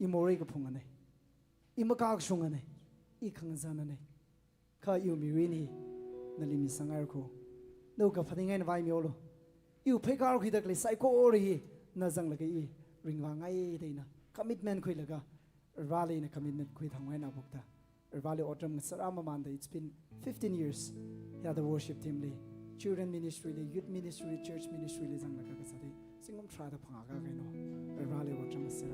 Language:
Tangkhul Naga (India)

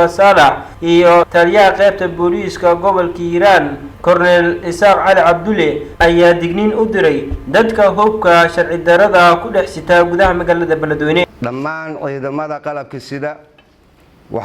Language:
Somali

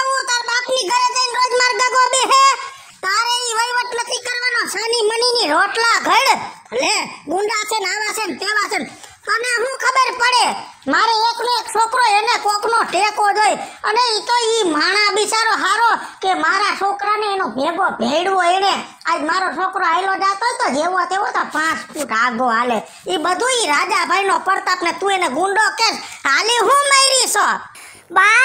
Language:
Gujarati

